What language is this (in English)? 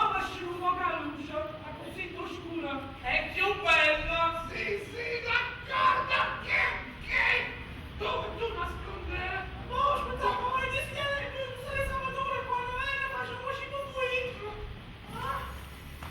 Neapolitan